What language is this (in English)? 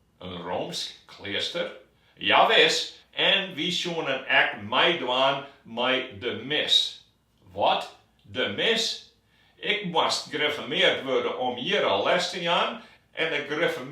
Western Frisian